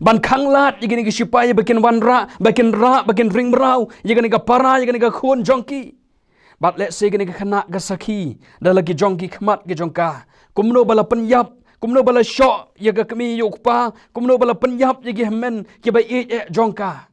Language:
Khasi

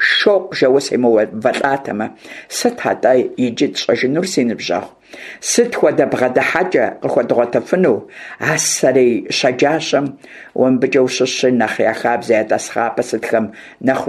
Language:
Kabardian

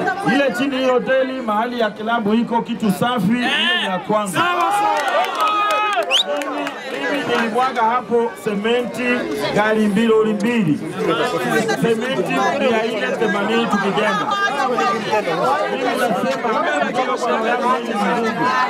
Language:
Swahili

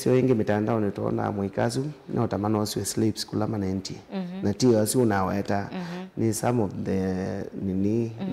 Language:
Kamba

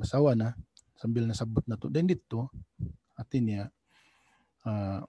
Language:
Tausug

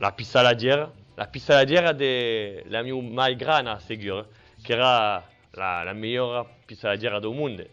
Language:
Occitan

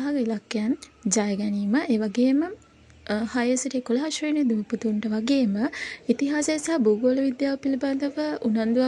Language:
Sinhala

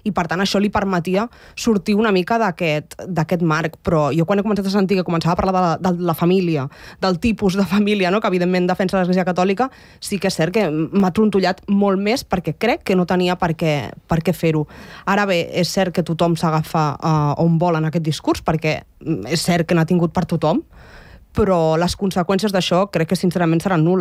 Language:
Catalan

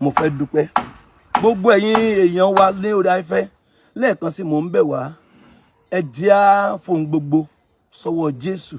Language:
Yoruba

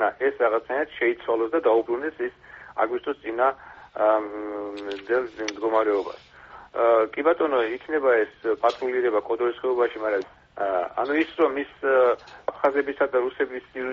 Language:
Georgian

